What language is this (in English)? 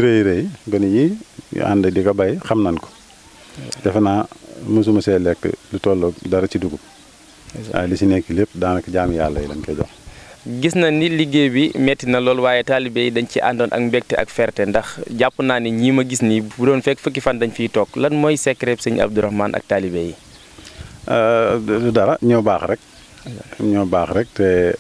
Wolof